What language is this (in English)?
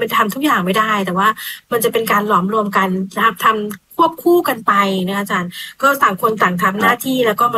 Thai